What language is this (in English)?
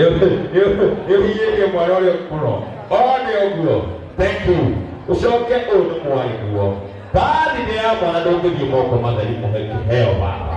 Kikuyu